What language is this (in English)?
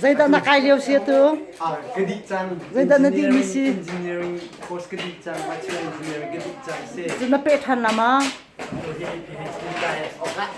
Hakha Chin